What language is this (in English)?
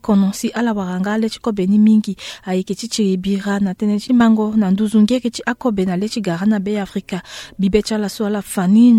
Sango